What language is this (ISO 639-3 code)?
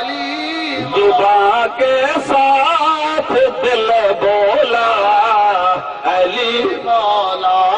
skr